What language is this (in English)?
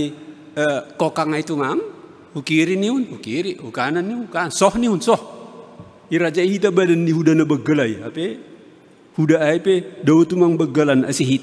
Batak Simalungun